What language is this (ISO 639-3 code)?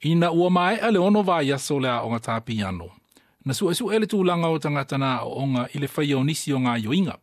smo